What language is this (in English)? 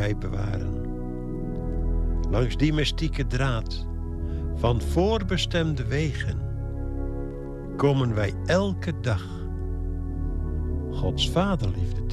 Dutch